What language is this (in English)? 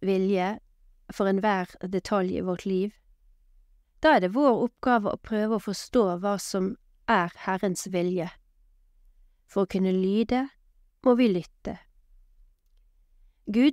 Norwegian